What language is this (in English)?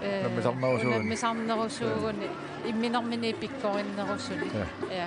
Kalaallisut